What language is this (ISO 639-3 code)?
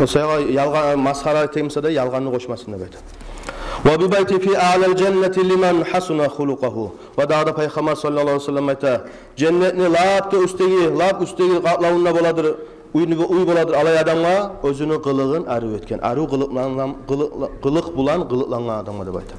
kum